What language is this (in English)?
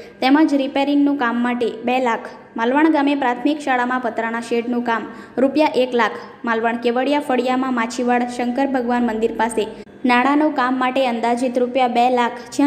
Gujarati